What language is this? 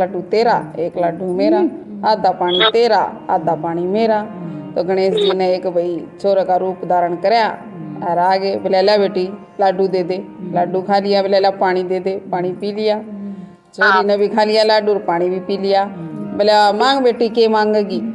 Haryanvi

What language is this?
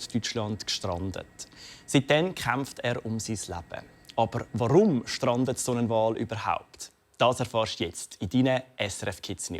Swiss German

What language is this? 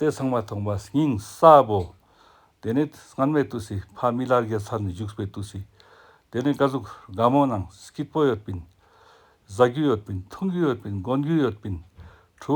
Ladakhi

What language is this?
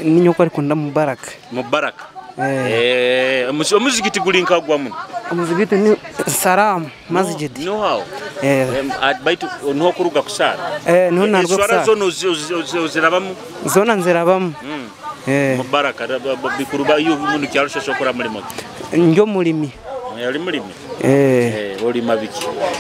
Nyoro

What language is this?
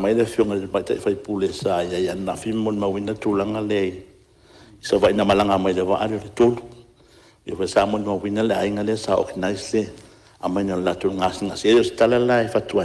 Samoan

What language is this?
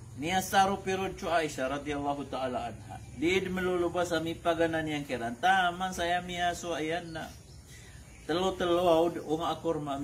Maranao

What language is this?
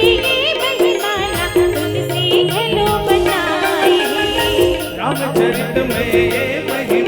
Chhattisgarhi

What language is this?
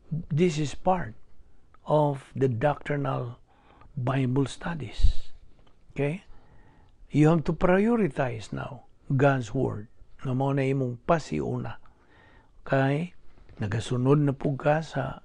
Cebuano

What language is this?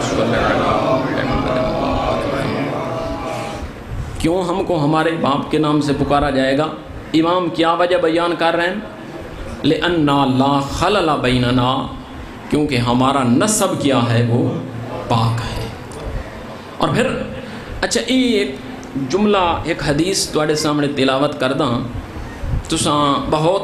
Urdu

